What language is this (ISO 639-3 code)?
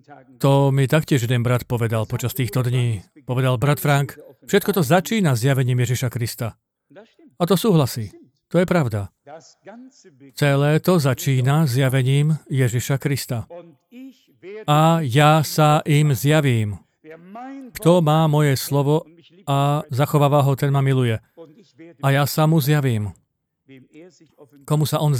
slk